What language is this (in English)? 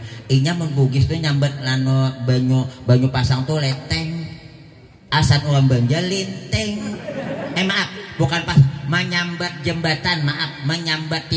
Banjar